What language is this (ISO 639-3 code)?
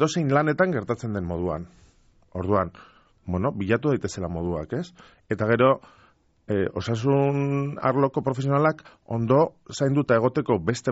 eus